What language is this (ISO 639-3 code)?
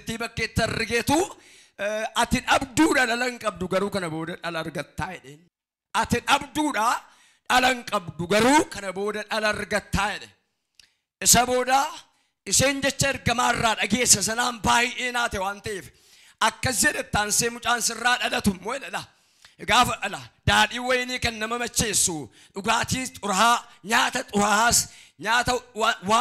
orm